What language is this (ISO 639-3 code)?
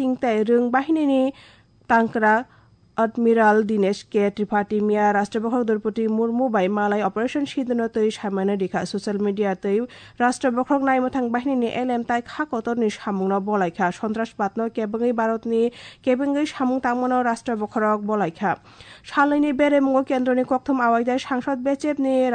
trp